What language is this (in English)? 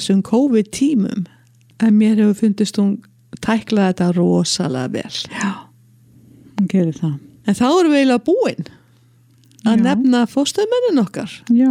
Icelandic